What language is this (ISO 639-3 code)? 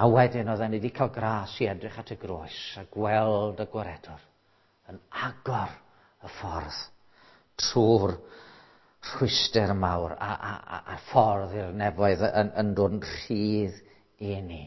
cym